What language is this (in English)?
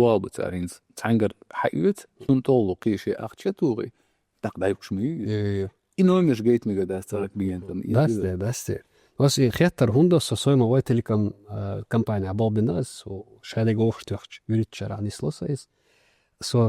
Chechen